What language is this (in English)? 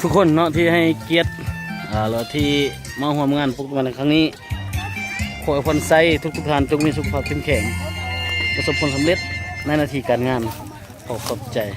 Lao